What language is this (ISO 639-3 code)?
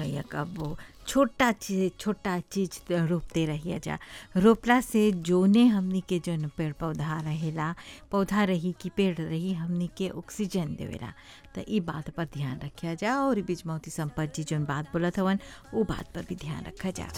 bho